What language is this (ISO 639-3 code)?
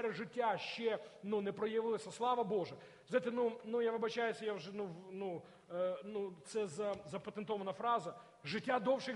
ukr